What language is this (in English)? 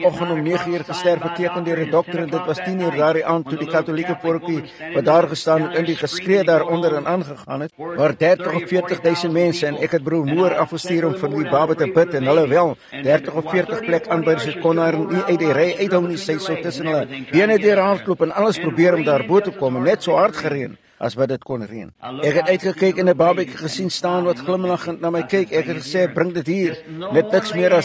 Afrikaans